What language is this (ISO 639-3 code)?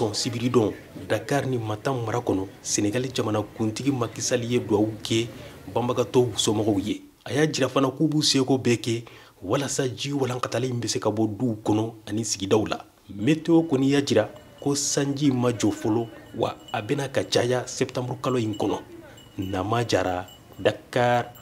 bam